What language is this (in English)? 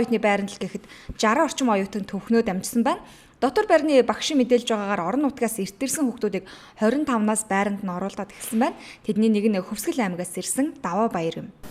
Mongolian